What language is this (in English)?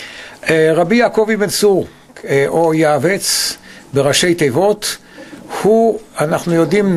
Hebrew